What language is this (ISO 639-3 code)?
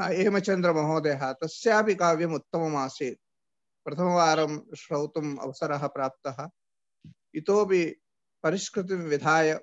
san